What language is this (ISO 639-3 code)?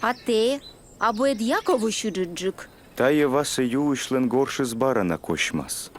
kom